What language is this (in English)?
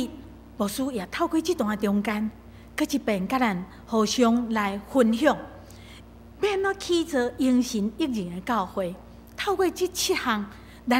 Min Nan Chinese